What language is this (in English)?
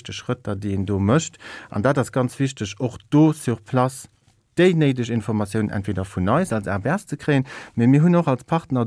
Luxembourgish